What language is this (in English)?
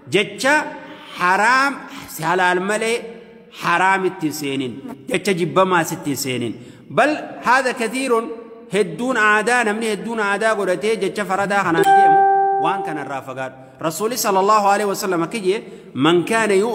Oromo